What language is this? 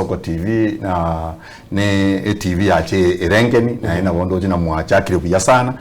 Gusii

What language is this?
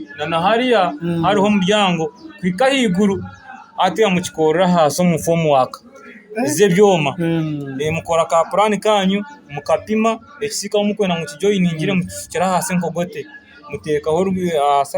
Nyankole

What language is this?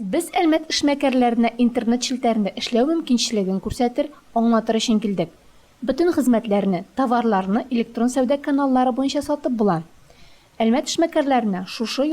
Tatar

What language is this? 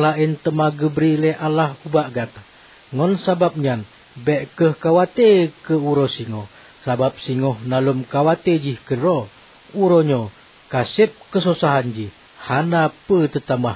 Achinese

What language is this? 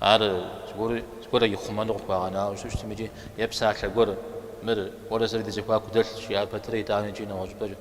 Kabardian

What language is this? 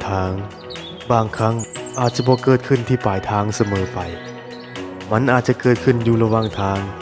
Lao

